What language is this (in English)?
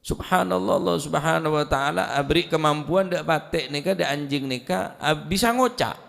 Madurese